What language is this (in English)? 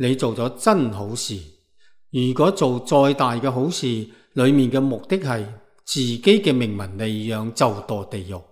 Cantonese